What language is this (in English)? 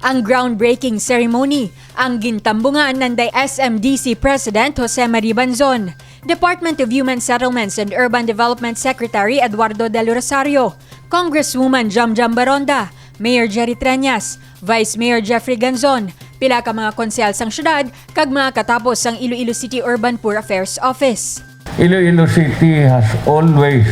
Hiligaynon